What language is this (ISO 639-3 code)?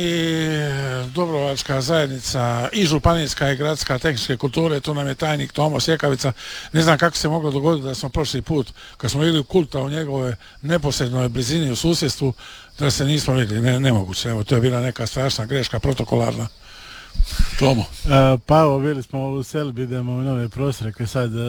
hrv